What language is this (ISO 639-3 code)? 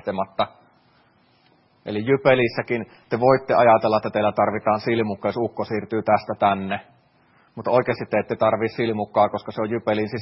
fin